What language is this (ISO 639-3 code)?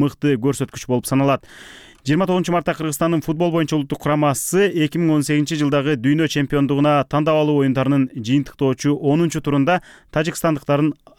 kir